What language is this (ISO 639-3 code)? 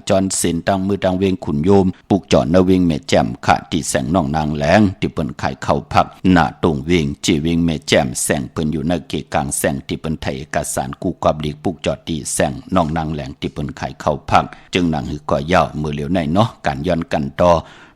shn